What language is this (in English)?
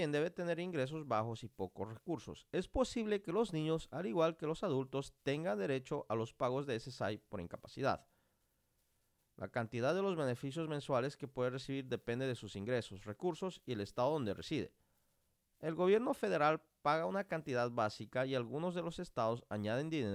Spanish